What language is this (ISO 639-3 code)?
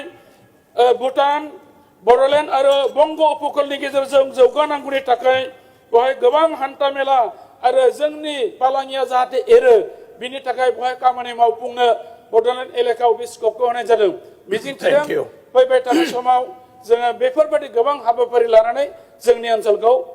brx